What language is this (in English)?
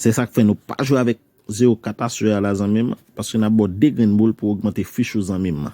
Haitian Creole